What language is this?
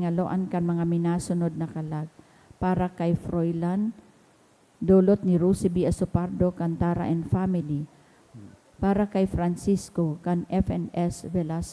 Bikol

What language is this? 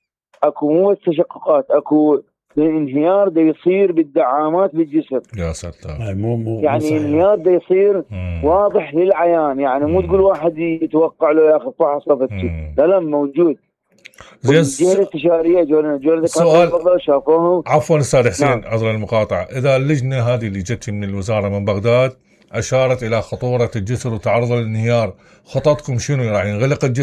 Mesopotamian Arabic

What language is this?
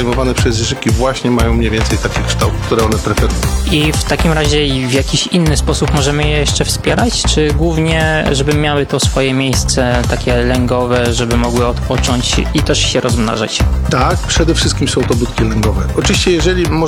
Polish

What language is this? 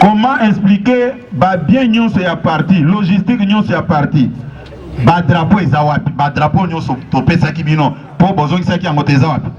Lingala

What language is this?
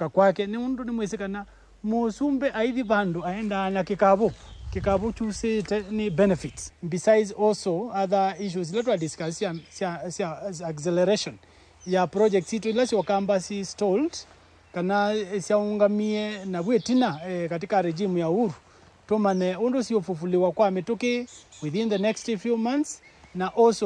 Kamba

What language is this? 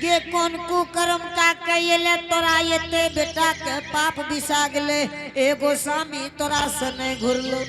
Angika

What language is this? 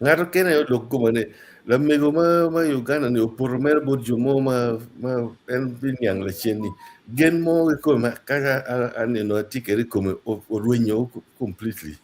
Acoli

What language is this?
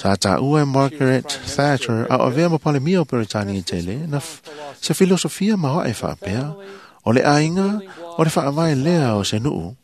Samoan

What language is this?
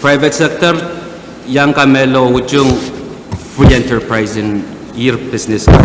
Pohnpeian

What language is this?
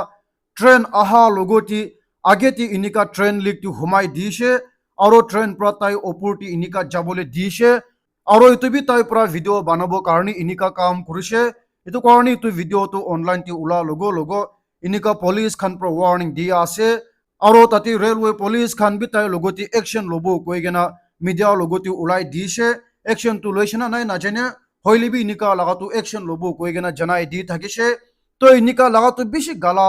Naga Pidgin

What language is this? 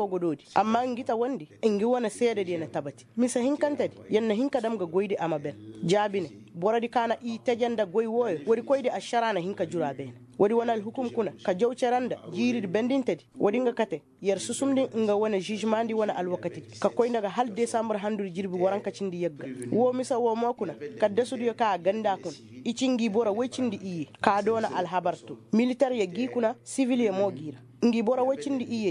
Koyraboro Senni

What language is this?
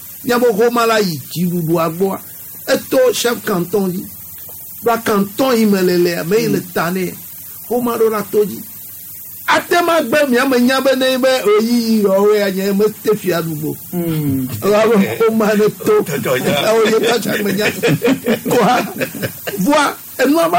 Gen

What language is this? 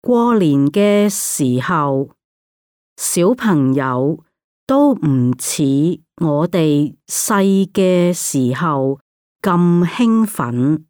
Cantonese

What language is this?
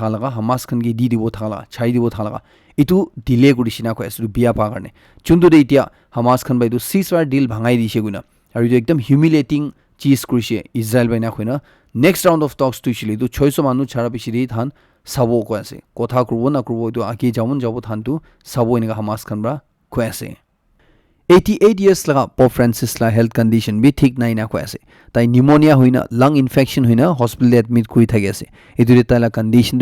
Naga Pidgin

